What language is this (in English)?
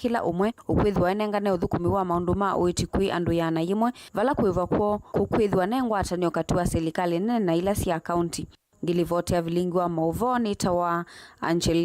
Kamba